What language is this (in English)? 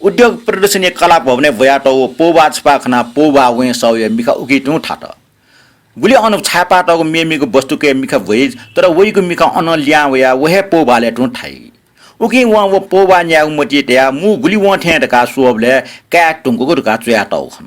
Newari